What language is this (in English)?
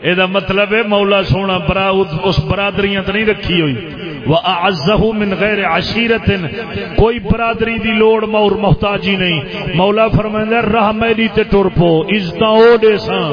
Saraiki